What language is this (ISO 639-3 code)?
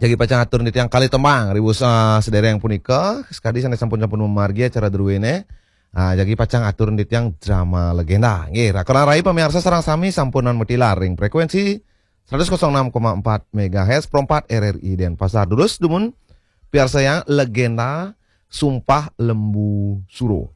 ban